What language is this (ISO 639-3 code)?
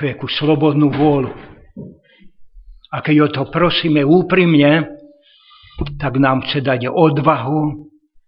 slk